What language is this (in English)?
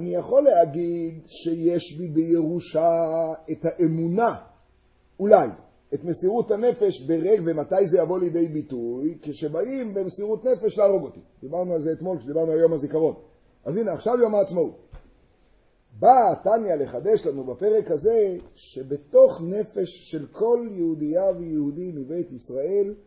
Hebrew